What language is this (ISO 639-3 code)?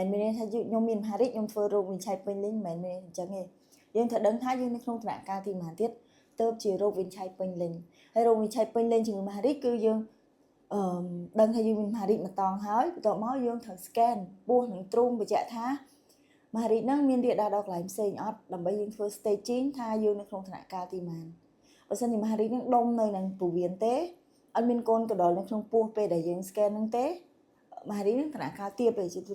khm